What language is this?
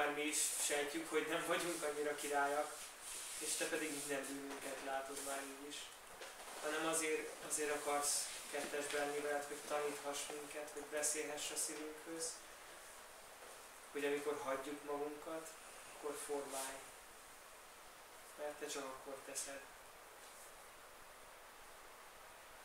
Hungarian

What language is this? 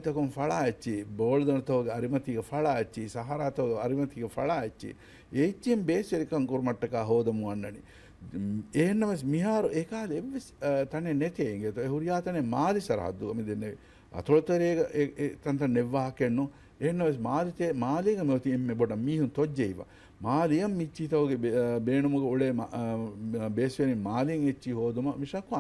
Divehi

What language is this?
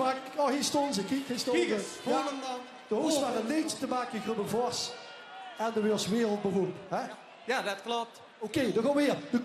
Limburgish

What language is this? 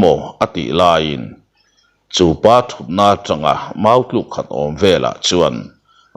Mizo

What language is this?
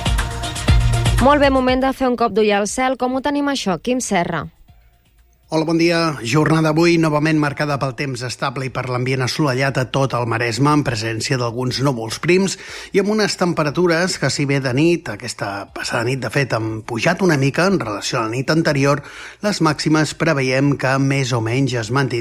Catalan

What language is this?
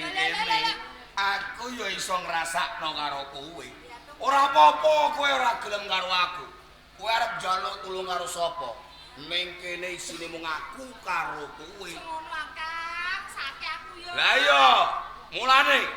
Javanese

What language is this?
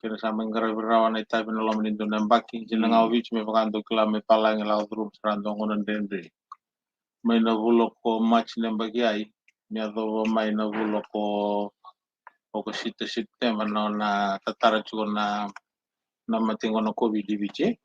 Fijian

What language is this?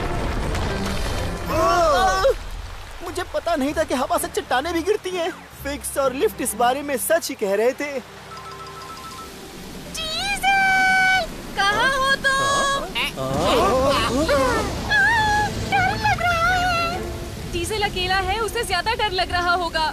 Hindi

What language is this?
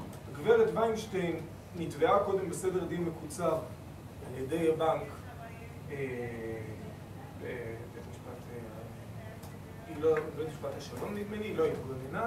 Hebrew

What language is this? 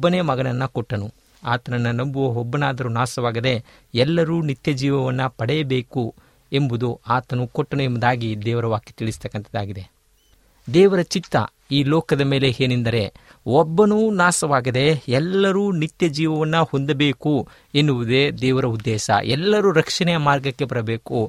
Kannada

